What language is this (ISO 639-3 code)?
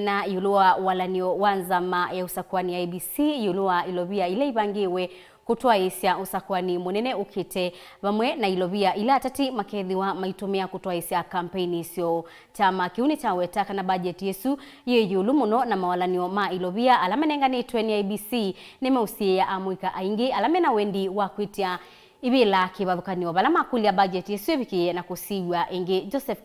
kam